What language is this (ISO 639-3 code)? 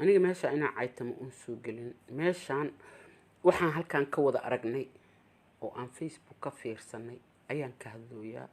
som